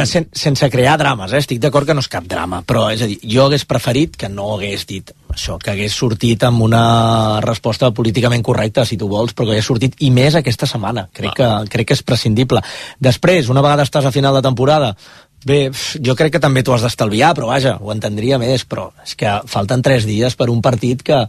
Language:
Catalan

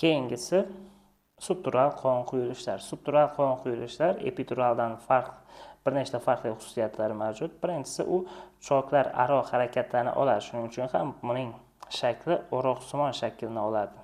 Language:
Uzbek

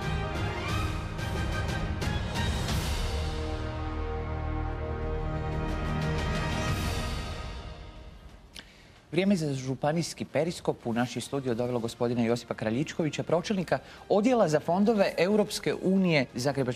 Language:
Croatian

